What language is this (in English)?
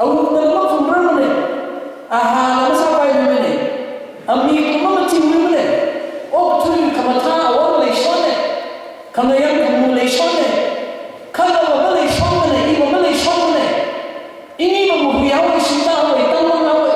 Tangkhul Naga (India)